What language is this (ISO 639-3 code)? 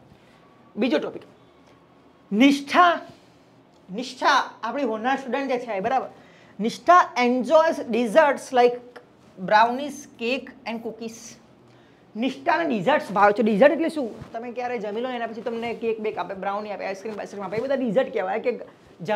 guj